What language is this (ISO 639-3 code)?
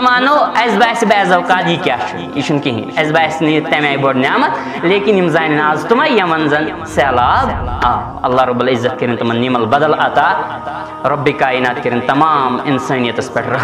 kas